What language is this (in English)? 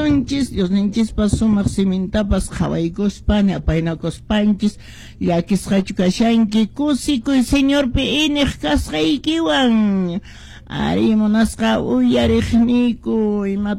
Quechua